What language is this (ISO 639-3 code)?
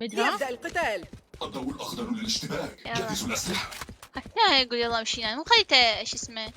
acm